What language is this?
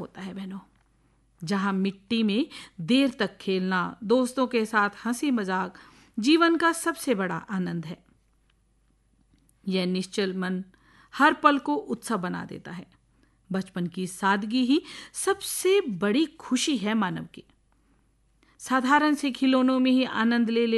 Hindi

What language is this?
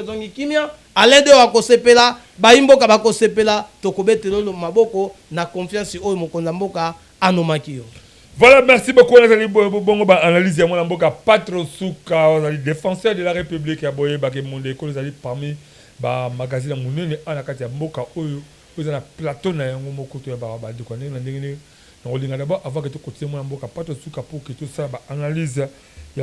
Lingala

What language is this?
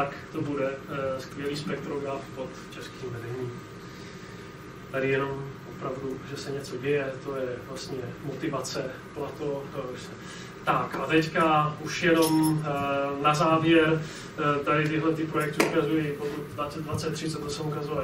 Czech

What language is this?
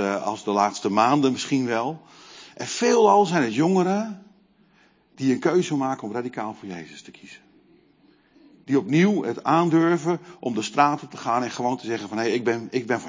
Dutch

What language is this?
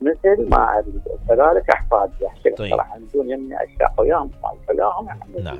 Mesopotamian Arabic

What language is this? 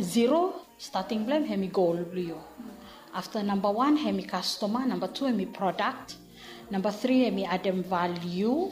Bislama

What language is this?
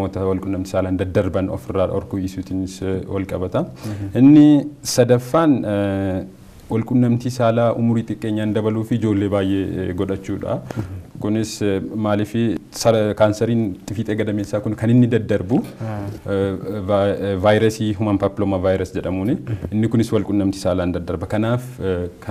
Oromo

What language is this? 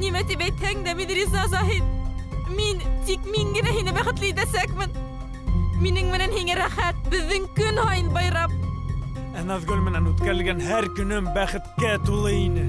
Bashkir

